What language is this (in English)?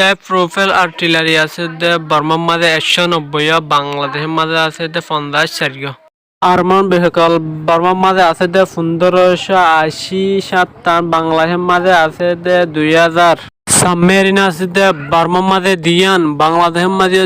Rohingya